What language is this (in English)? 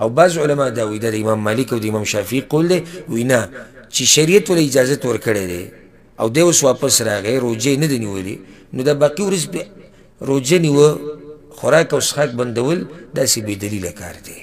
Pashto